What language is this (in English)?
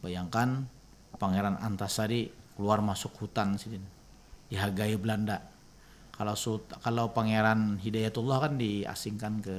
Banjar